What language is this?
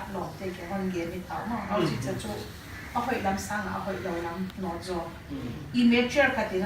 Paite Chin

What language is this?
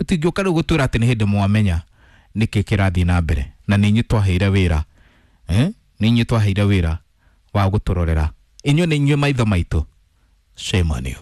Kikuyu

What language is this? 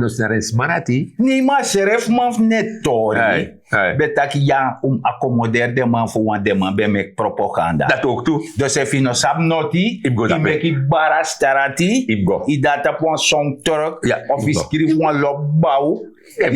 Sranan Tongo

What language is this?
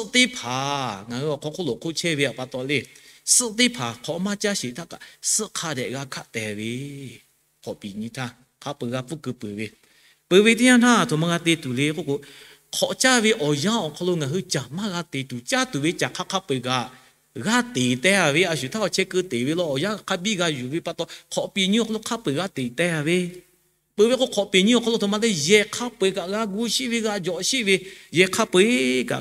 Lahu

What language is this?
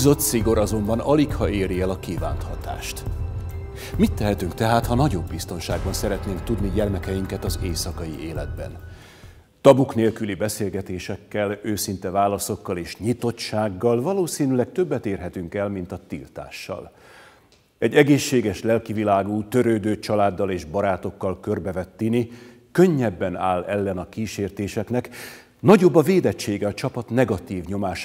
Hungarian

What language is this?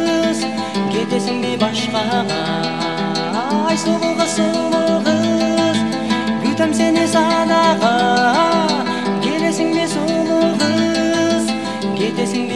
Kyrgyz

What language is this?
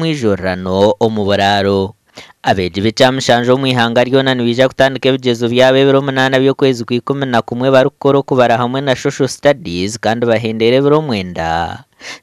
Nyankole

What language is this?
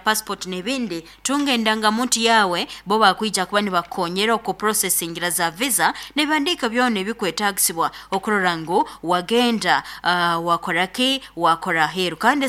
Nyoro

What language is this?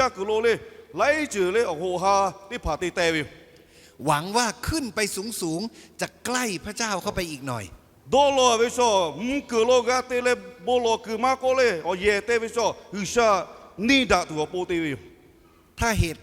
Lahu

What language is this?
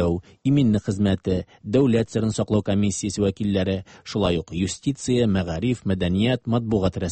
Tatar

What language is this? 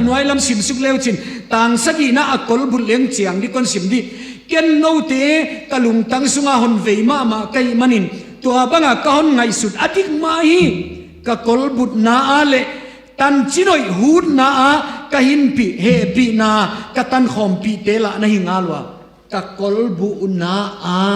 Tedim Chin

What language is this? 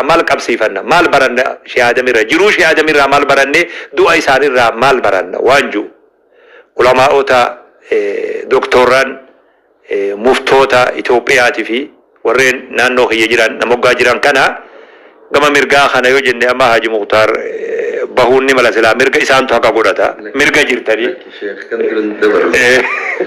Oromo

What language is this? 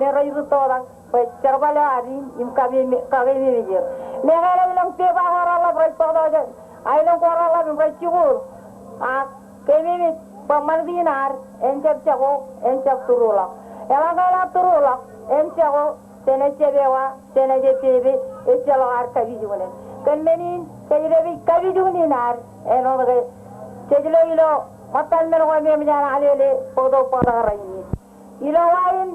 Marshallese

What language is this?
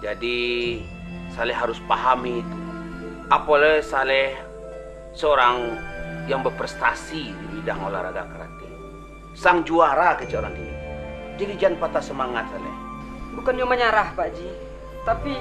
Minangkabau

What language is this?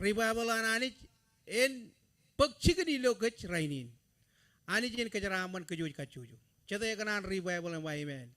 Marshallese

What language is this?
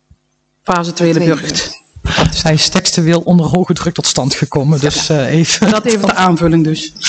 Dutch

